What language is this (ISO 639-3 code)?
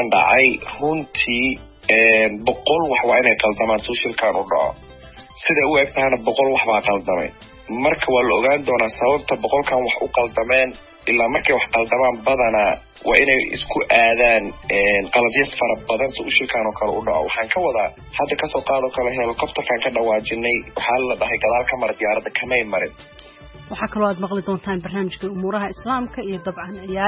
som